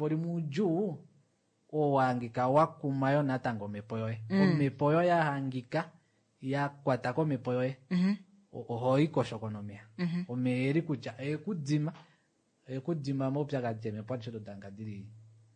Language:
Kuanyama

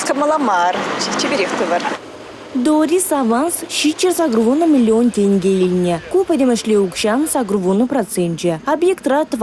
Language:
Chuvash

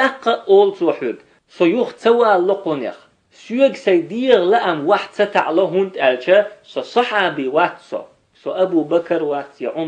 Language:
Chechen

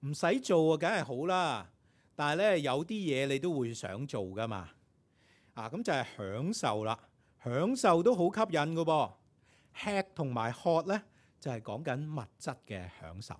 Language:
Cantonese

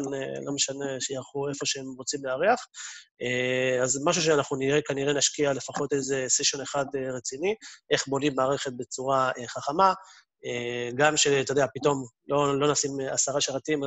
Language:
Hebrew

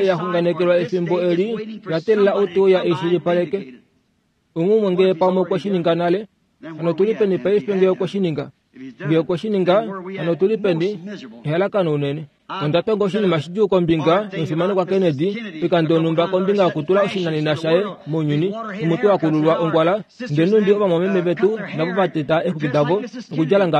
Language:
Kuanyama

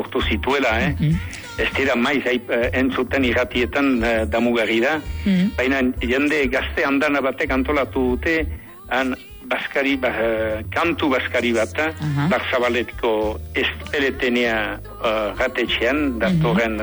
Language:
Basque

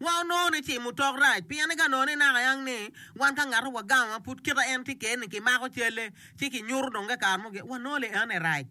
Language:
Acoli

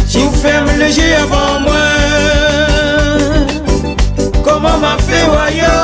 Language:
Réunion Creole French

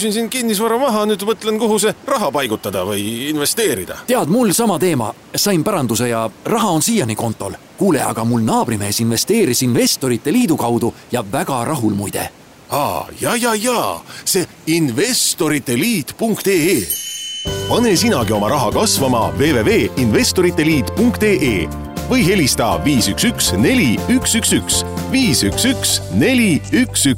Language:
Estonian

